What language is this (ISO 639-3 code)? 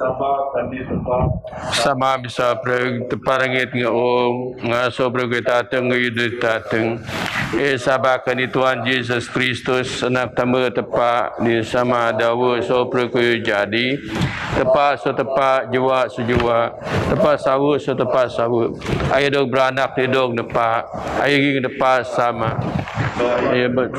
bth